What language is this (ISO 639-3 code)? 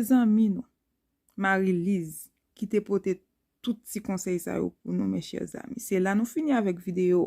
hat